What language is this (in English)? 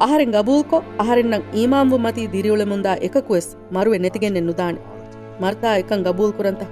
Divehi